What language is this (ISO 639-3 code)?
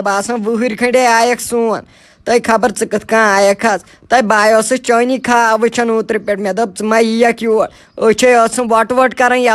kas